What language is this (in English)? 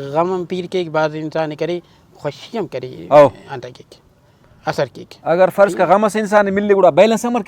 Brahui